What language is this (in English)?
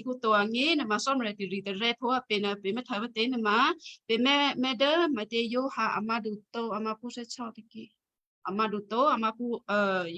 Western Kayah